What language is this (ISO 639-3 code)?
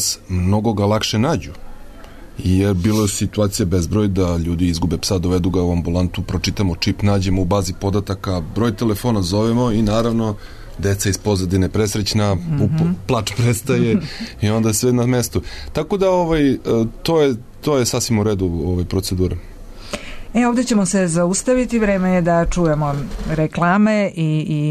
srp